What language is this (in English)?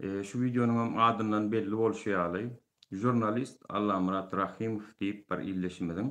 Turkmen